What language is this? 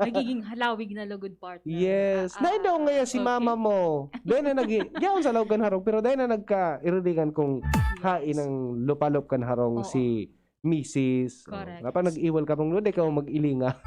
Bikol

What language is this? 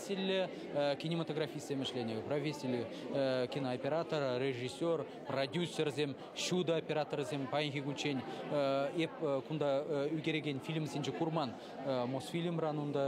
Chuvash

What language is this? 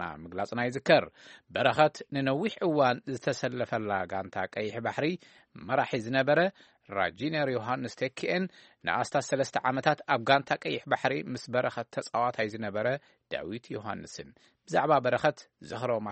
Tigrinya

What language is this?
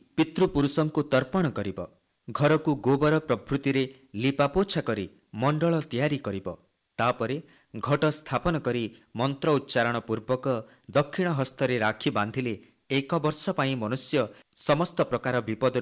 Odia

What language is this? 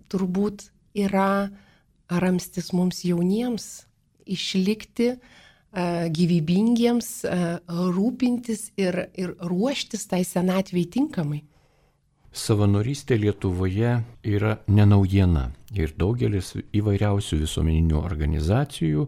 Lithuanian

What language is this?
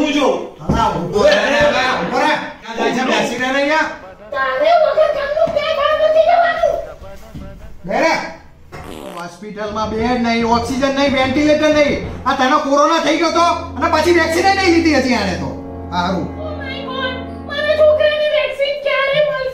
Gujarati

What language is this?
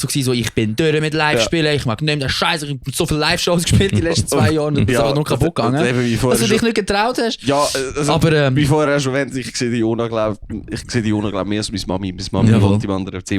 Swiss German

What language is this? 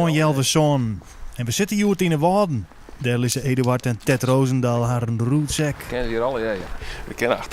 Western Frisian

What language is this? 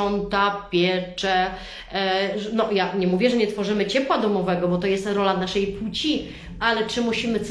Polish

